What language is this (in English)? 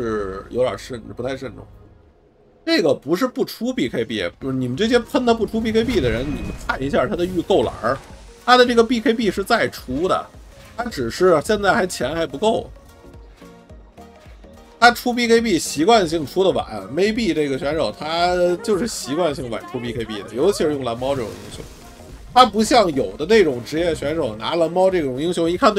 Chinese